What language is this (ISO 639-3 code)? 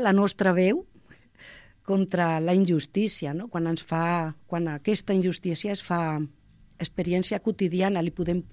cat